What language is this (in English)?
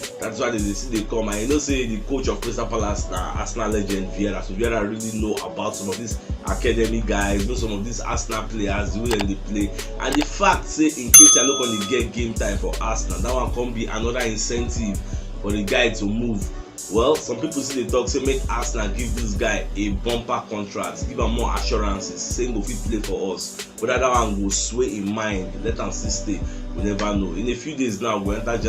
Nigerian Pidgin